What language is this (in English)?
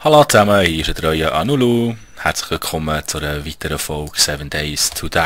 Swiss German